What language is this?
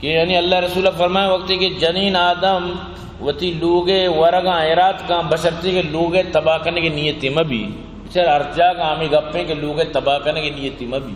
Eastern Balochi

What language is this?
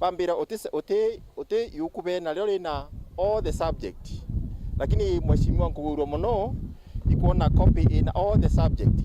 Meru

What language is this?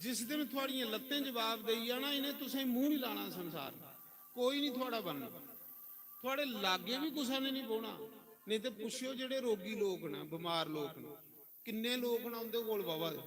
Dogri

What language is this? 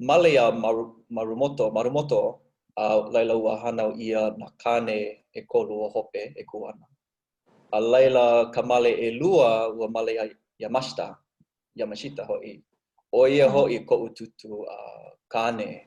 Hawaiian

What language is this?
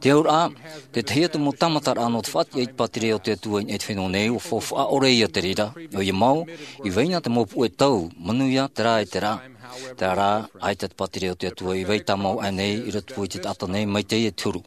Tahitian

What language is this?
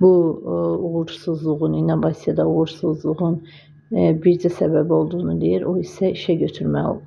Azerbaijani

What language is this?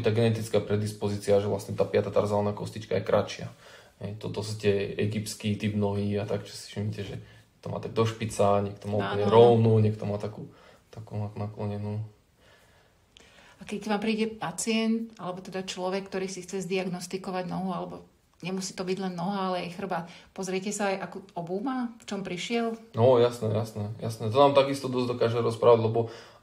Slovak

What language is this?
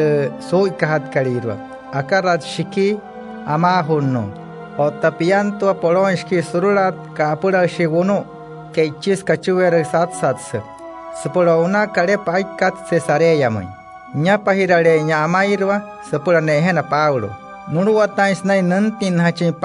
Wayuu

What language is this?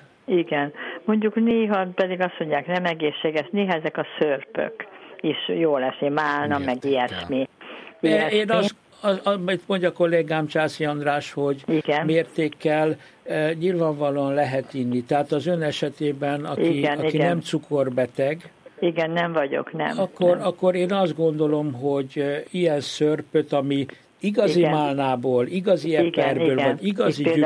Hungarian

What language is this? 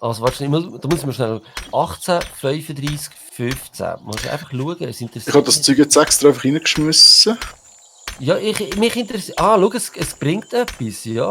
Swiss German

